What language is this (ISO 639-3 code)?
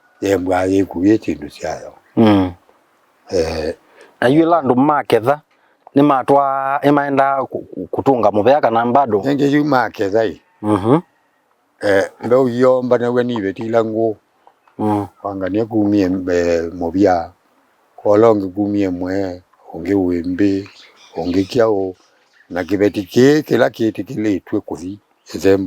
kam